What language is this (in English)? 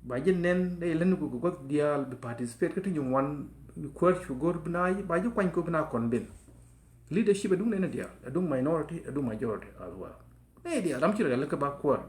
Nuer